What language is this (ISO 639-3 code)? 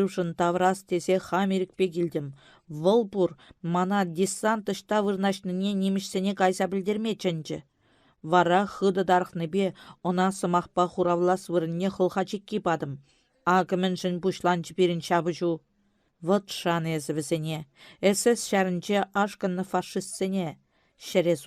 chv